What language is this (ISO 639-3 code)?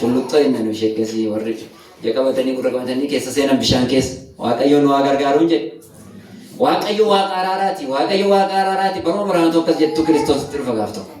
orm